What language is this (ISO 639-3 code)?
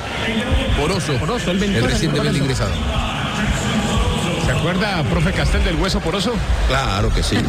spa